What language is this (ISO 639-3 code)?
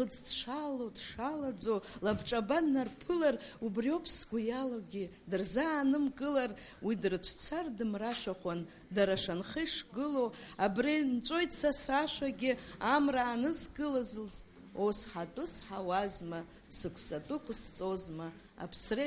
abk